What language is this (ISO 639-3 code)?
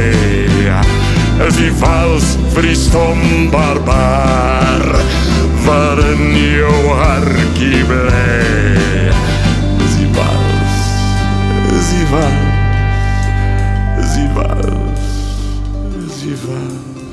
afr